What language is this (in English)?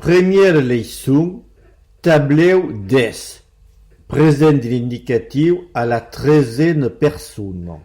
Occitan